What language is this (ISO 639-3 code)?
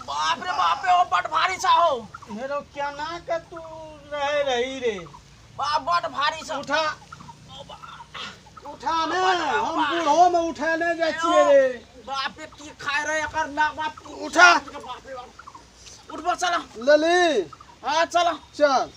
mai